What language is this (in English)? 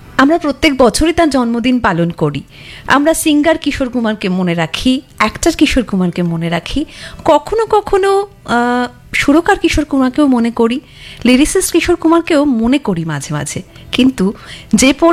Bangla